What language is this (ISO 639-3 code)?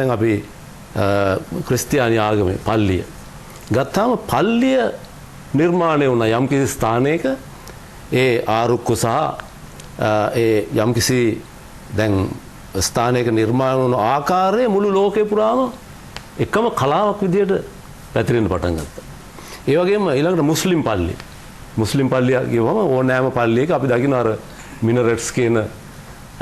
sin